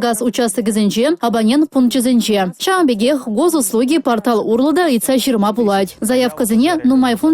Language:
Chuvash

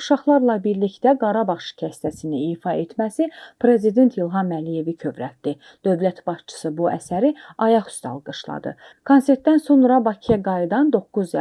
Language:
Azerbaijani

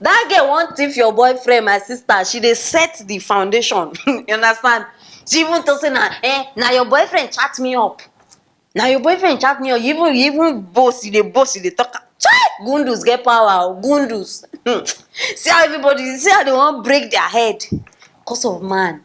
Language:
Nigerian Pidgin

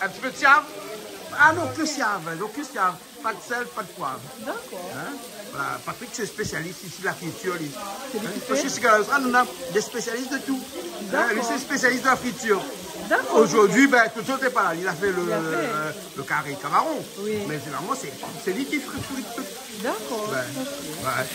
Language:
Réunion Creole French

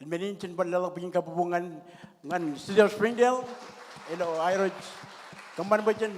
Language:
Marshallese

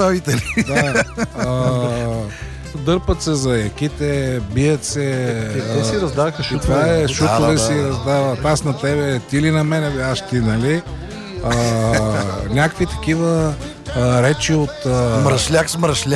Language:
Bulgarian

